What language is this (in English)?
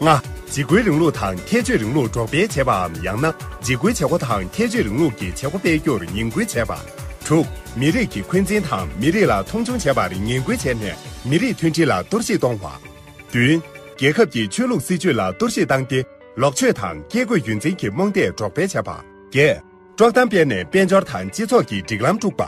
Tibetan